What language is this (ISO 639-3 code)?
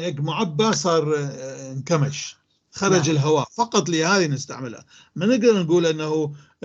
apc